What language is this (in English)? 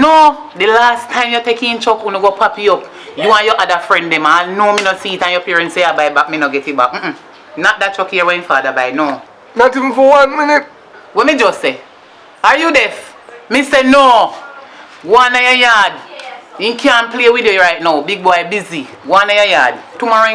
Jamaican Creole English